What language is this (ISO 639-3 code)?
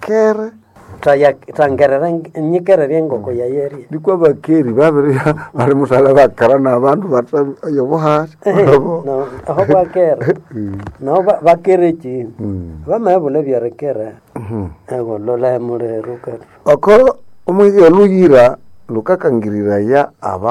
nnb